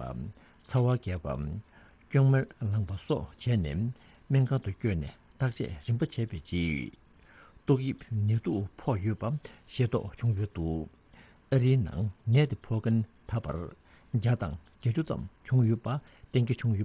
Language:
Tibetan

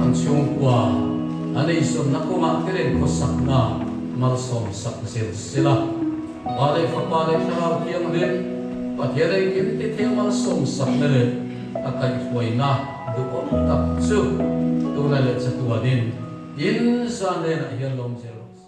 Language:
Mizo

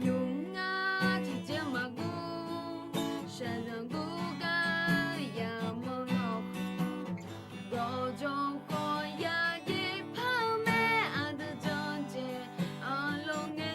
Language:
Akha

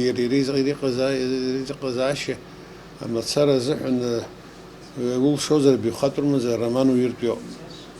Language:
Abkhazian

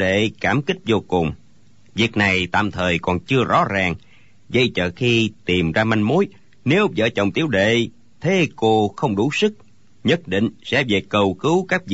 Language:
Vietnamese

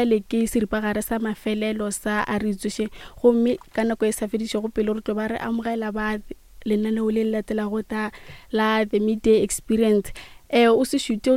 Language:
Northern Sotho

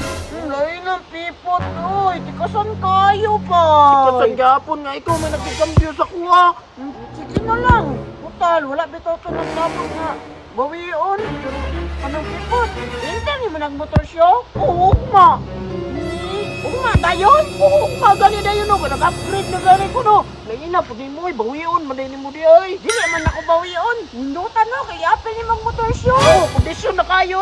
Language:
Cebuano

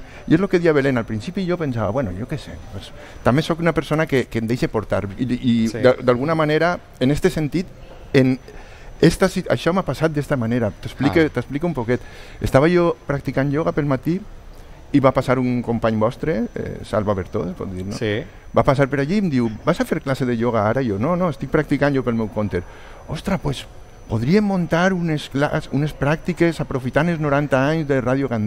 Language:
Catalan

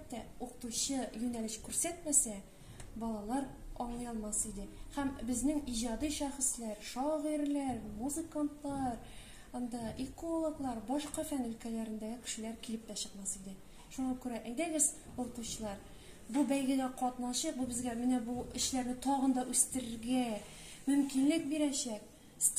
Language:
Tatar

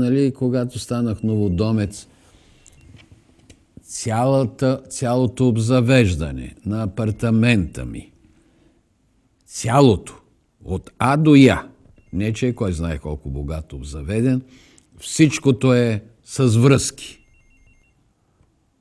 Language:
Bulgarian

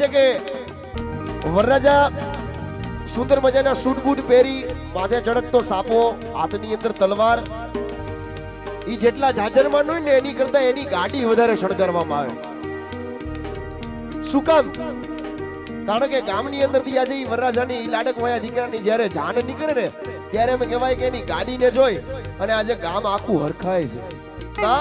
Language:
Gujarati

